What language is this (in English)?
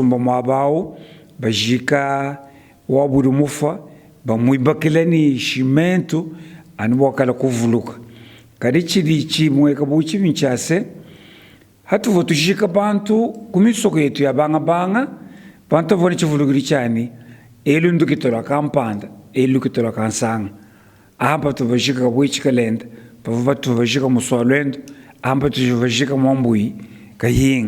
Luba-Lulua